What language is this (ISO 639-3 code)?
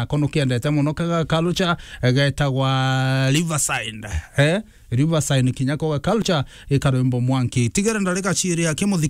mer